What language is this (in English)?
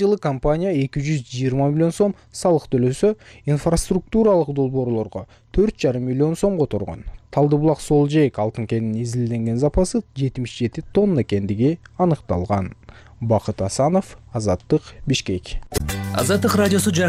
Kyrgyz